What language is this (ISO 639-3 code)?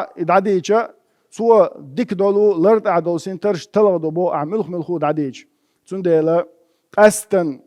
che